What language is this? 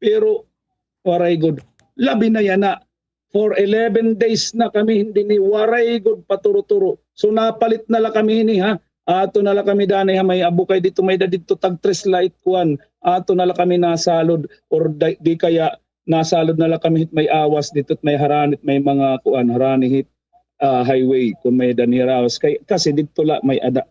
Waray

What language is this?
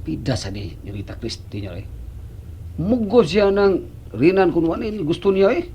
Cebuano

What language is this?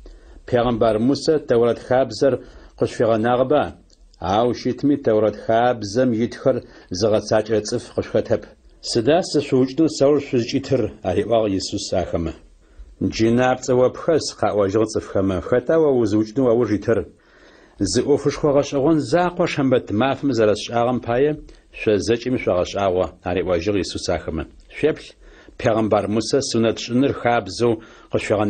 Adyghe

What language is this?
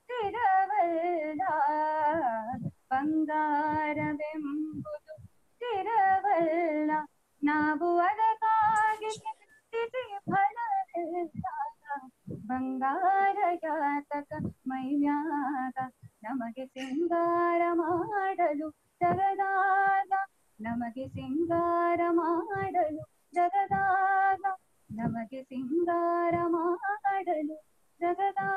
Kannada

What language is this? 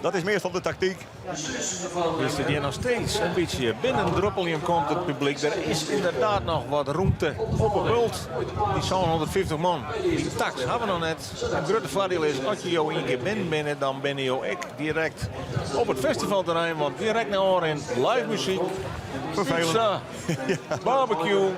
Western Frisian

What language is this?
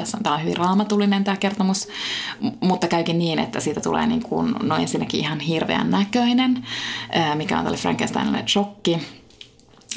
Finnish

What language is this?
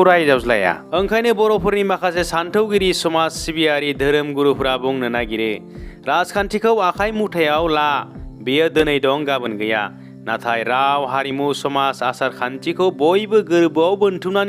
Bodo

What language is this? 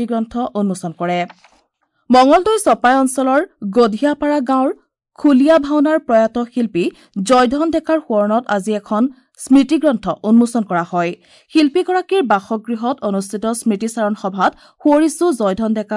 Assamese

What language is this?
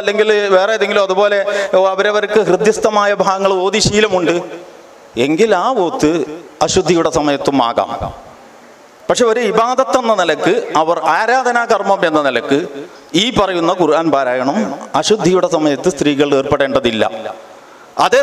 Malayalam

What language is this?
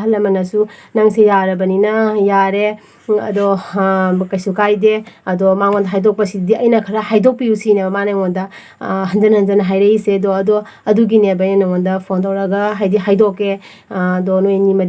Manipuri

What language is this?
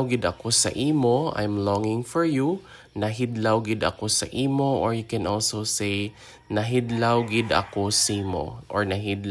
Hiligaynon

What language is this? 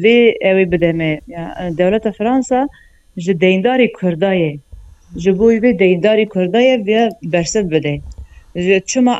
Kurdish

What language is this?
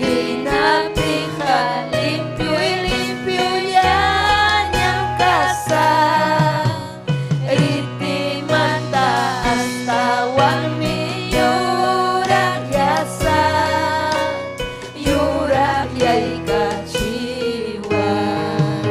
Ayacucho Quechua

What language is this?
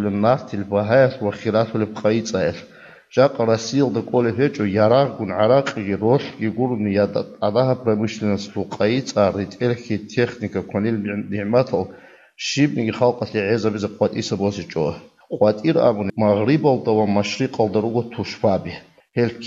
Avaric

